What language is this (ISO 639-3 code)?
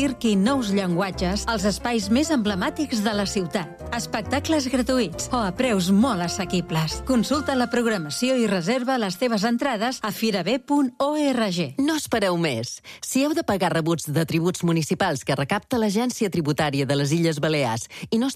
cat